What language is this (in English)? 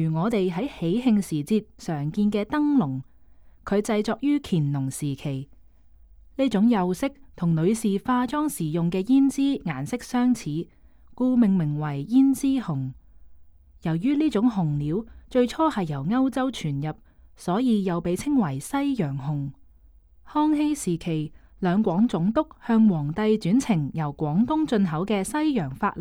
Cantonese